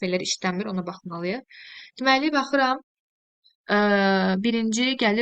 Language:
Azerbaijani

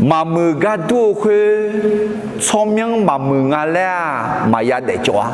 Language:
Akha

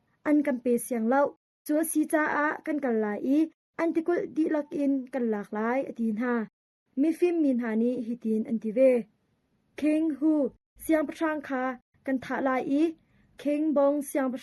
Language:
Hakha Chin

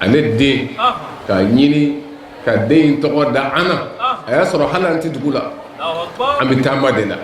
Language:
Bambara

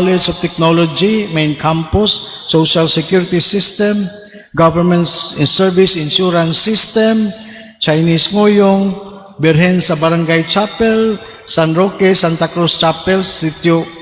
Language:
Cebuano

